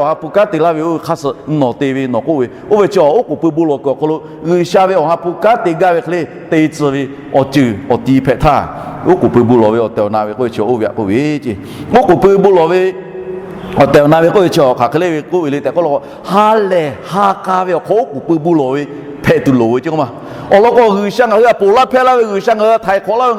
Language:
Lahu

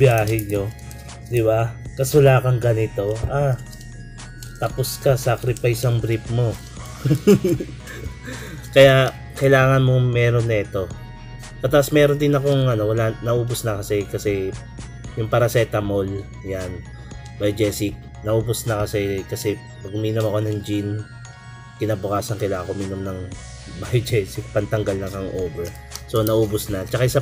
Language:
Filipino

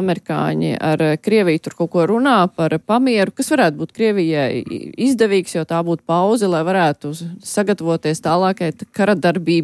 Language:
Latvian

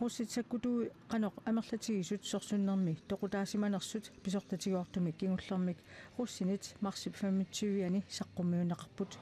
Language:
Kalaallisut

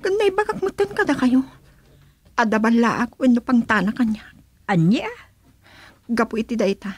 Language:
Iloko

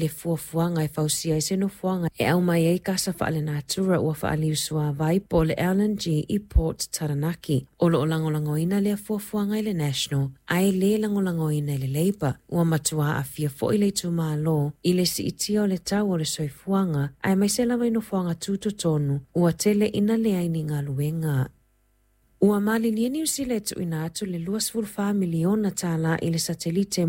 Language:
Samoan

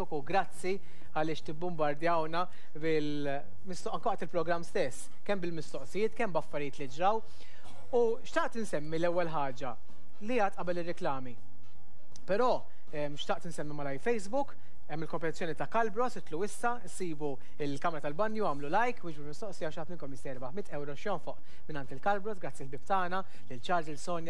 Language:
Maltese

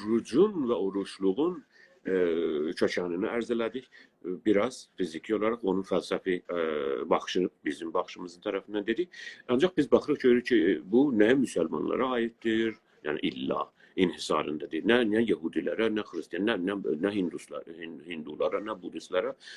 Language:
South Azerbaijani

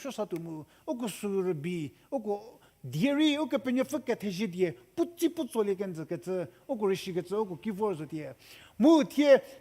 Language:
Angami Naga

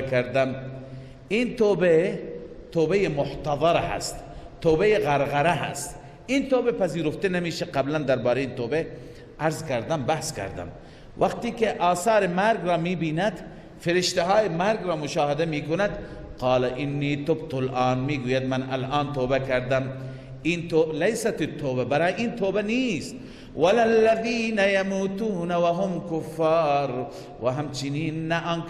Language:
Persian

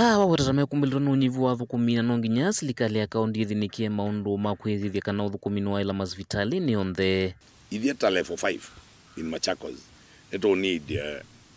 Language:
Kamba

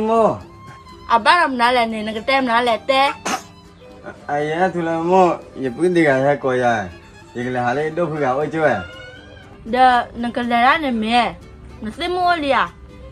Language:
S'gaw Karen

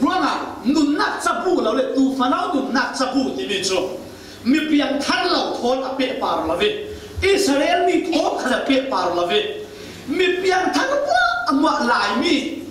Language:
Falam Chin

